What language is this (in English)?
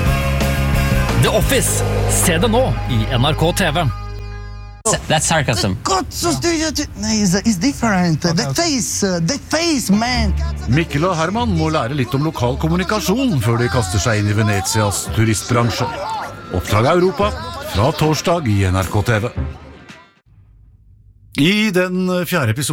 Norwegian